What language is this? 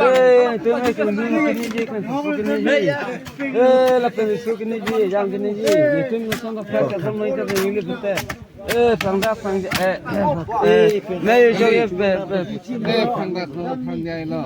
Karbi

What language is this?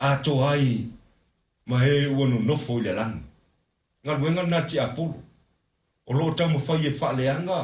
Samoan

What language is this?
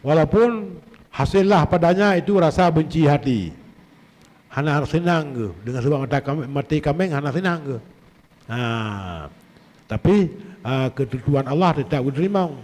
Achinese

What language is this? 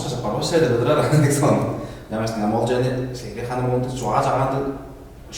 Tuvinian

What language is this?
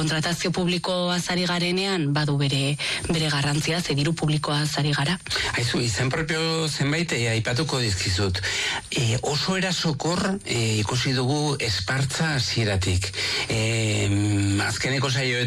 Basque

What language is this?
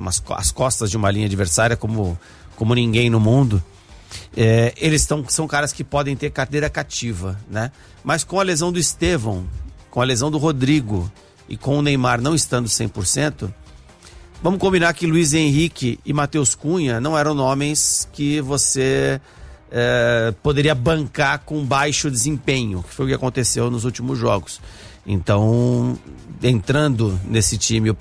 Portuguese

